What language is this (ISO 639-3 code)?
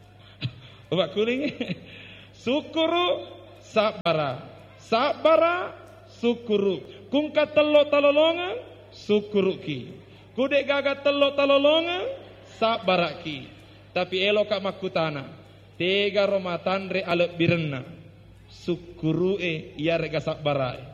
bug